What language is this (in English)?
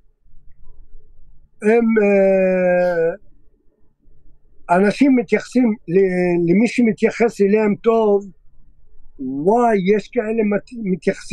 Hebrew